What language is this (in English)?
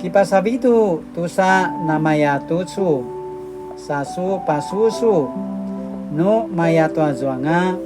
Paiwan